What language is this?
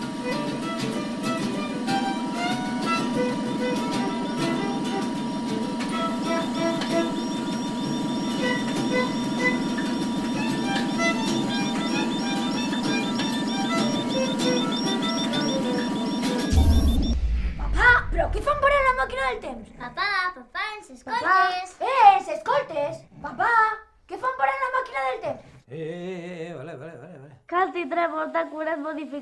Catalan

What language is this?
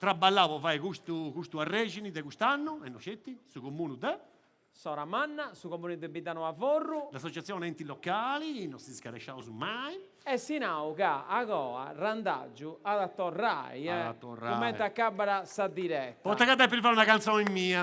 Sardinian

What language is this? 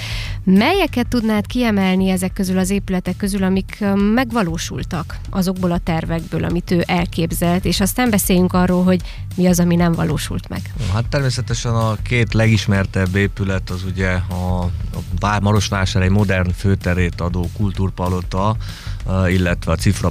Hungarian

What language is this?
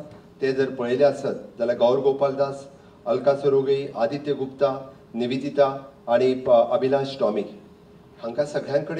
Konkani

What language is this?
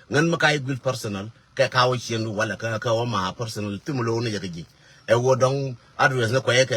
Nuer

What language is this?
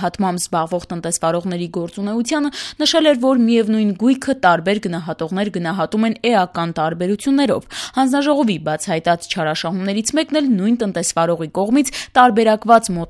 Armenian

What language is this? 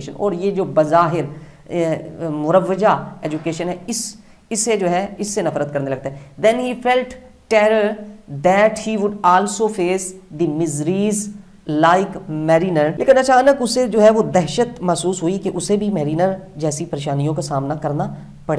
Urdu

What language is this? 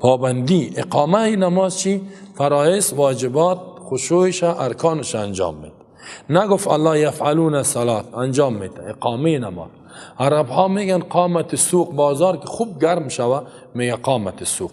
Persian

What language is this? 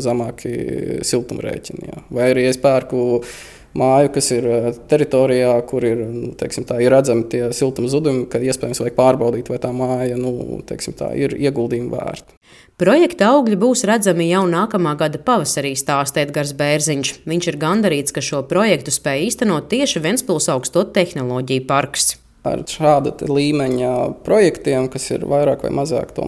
Latvian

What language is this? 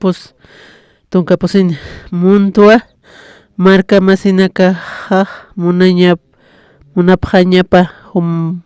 Aymara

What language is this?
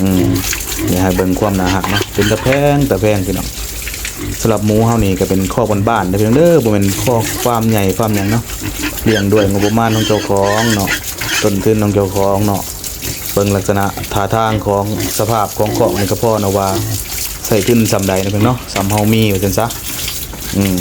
Lao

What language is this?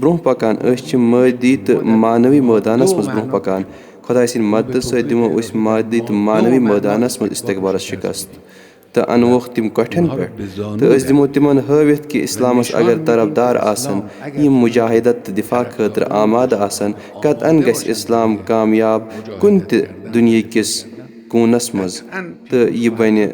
Kashmiri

